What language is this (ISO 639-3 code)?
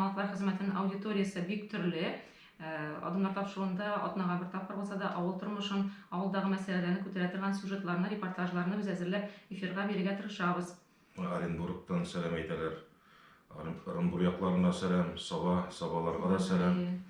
tat